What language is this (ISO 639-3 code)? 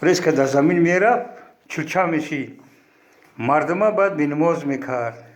tgk